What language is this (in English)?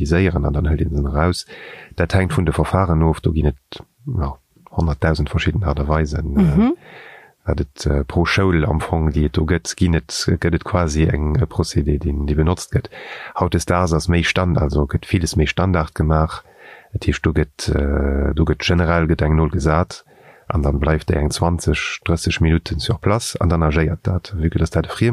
Luxembourgish